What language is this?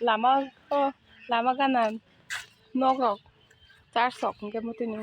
Kok Borok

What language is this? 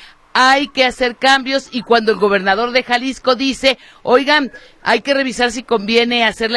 Spanish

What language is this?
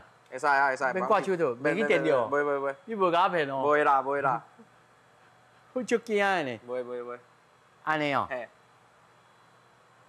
Min Nan Chinese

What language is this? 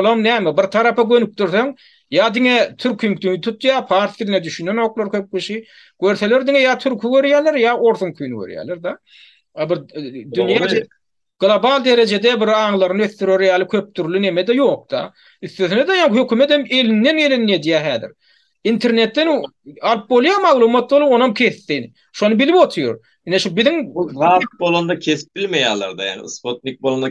Turkmen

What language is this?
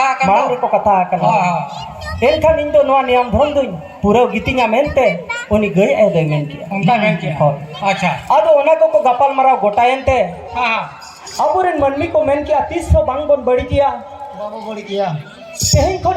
Santali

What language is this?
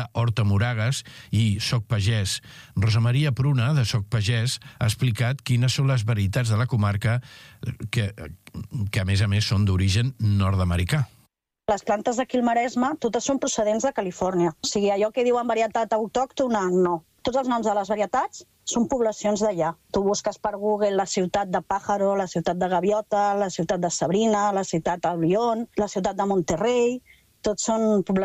Catalan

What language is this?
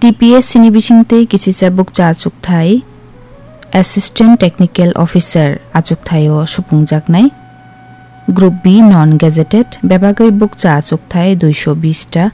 Kok Borok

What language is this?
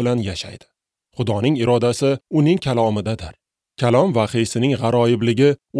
Uzbek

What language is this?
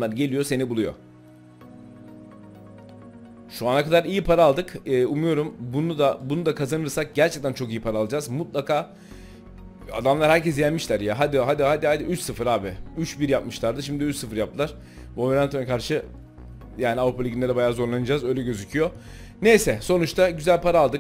Turkish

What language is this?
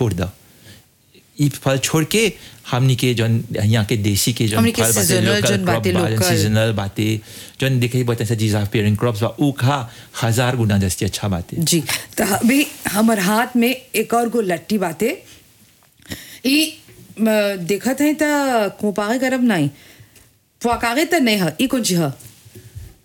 Bhojpuri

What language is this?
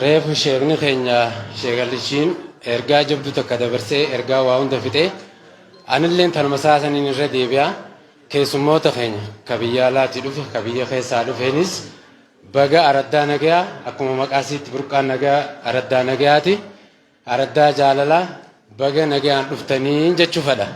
Oromo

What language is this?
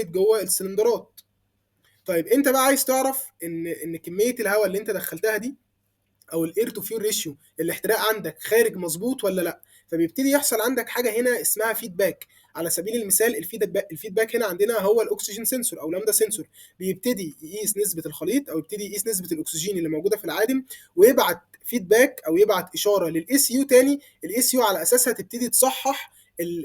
Egyptian Arabic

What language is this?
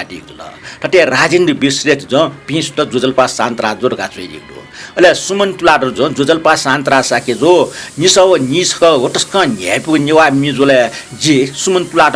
Newari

